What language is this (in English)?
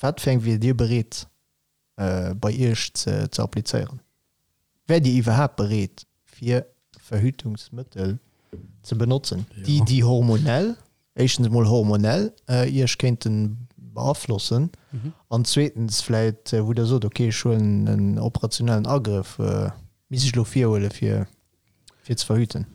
Luxembourgish